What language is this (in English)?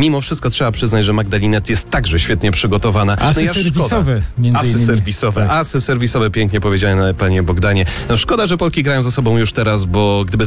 Polish